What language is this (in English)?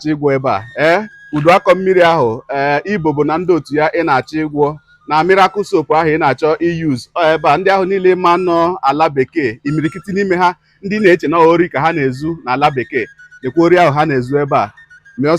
Igbo